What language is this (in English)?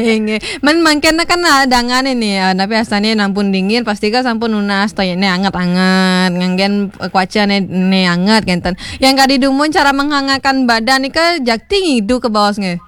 Balinese